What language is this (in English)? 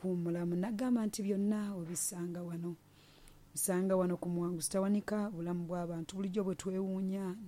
Ganda